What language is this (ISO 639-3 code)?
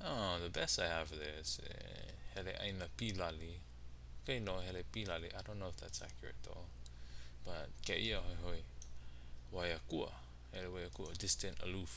haw